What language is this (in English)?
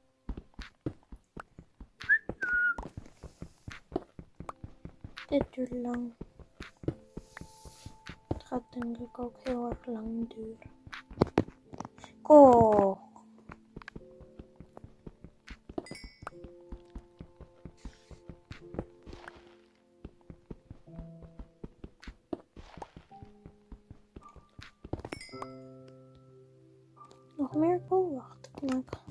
Dutch